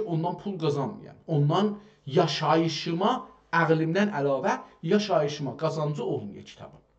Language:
South Azerbaijani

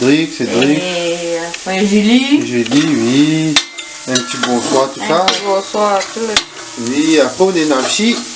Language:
Réunion Creole French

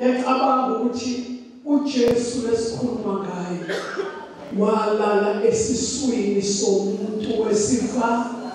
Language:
Zulu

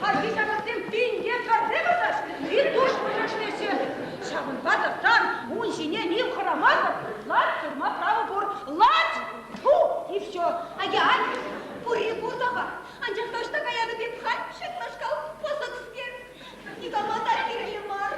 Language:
Chuvash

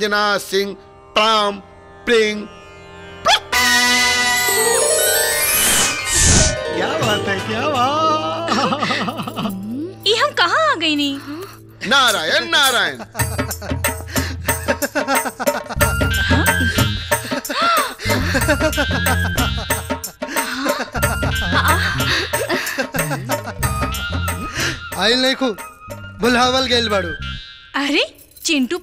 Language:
Bhojpuri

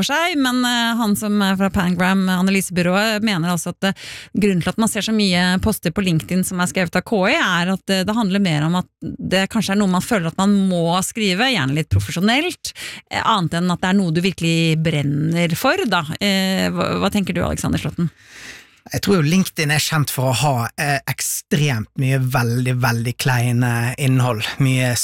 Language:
Norwegian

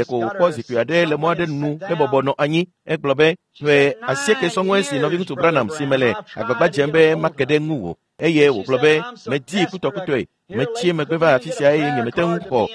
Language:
Ewe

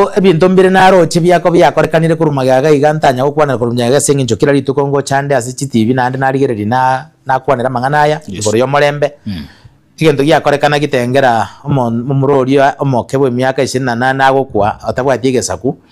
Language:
Gusii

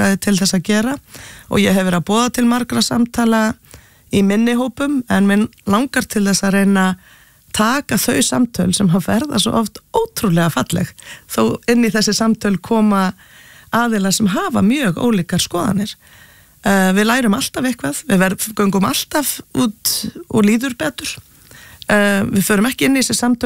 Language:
Icelandic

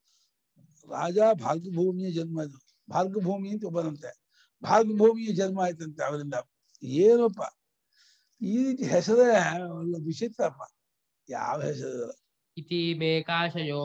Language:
Kannada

